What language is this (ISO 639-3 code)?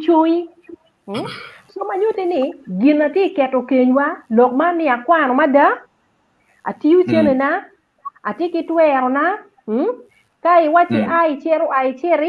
ach